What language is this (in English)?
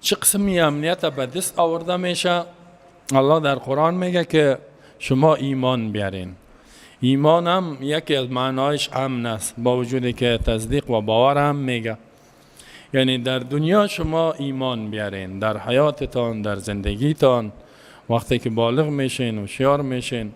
Persian